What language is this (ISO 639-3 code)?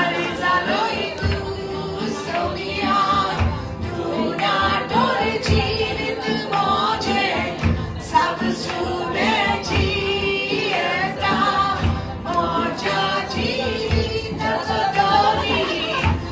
kok